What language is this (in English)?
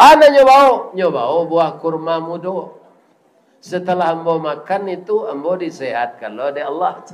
Minangkabau